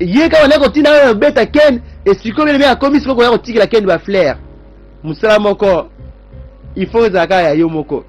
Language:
Lingala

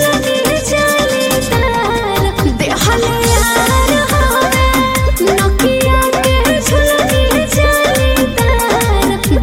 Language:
Bhojpuri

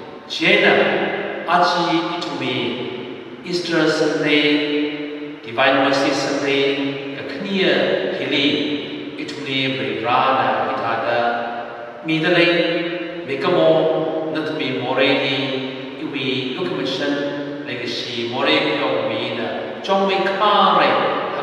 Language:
Tangkhul Naga (India)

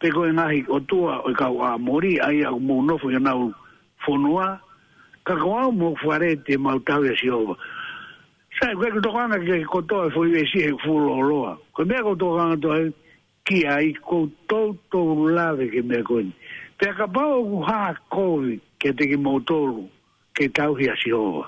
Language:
Tongan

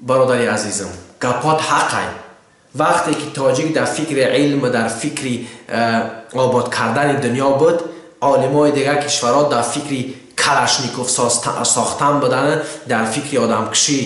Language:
Tajik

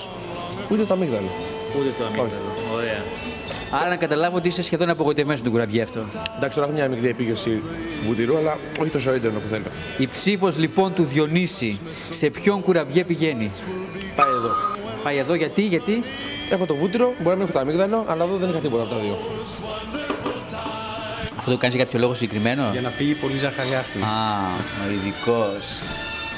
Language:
Greek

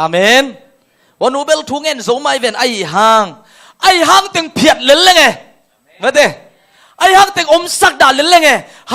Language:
Tedim Chin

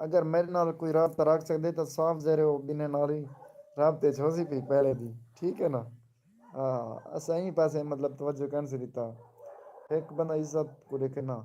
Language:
Saraiki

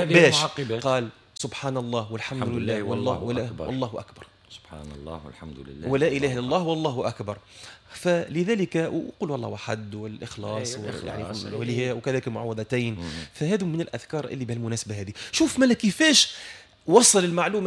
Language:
Tunisian Arabic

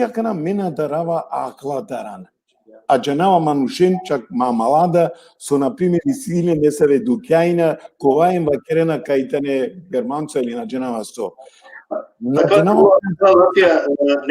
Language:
Balkan Romani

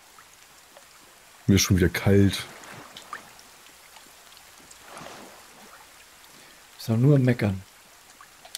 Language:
German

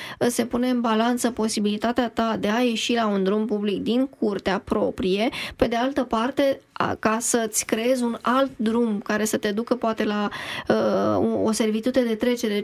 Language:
Romanian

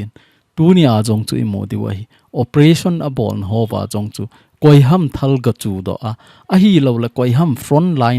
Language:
Thado Chin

